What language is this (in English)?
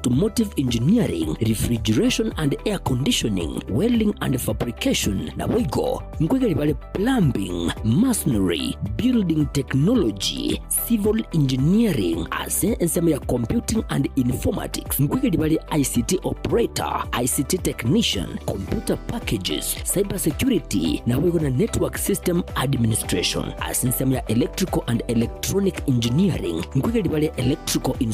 Gusii